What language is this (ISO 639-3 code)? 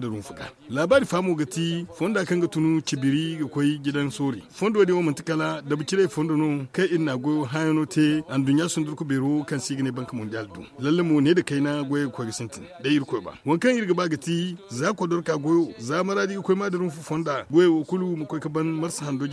dje